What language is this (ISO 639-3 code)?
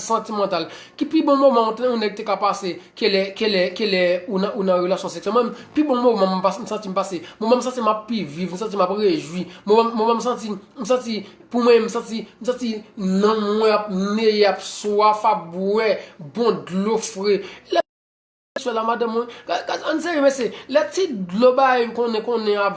hat